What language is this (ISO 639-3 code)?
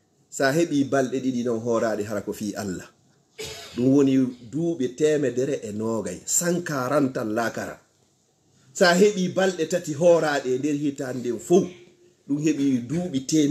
ful